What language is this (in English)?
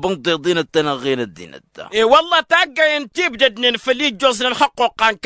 Tamasheq